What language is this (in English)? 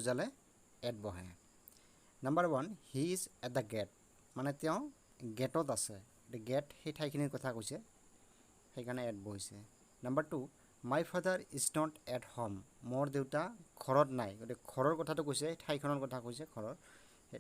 Assamese